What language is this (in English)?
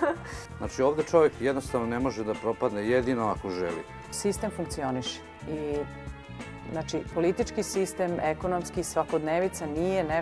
Serbian